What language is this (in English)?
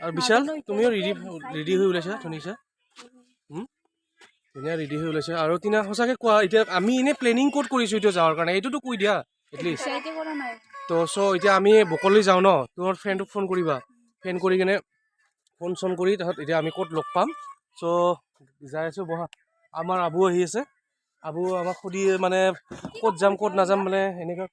Assamese